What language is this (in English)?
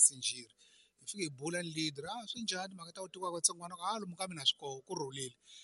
Tsonga